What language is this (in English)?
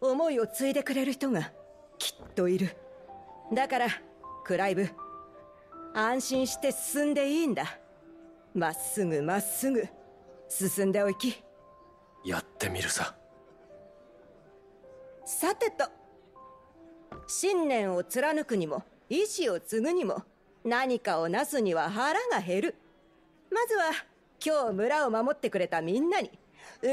Japanese